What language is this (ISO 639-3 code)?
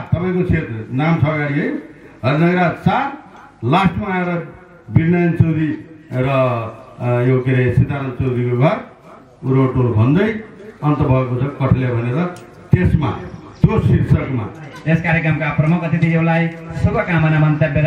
nep